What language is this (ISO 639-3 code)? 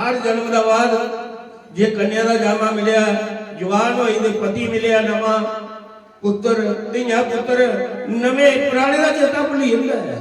doi